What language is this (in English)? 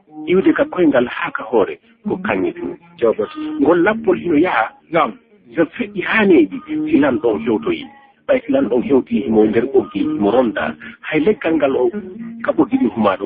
Fula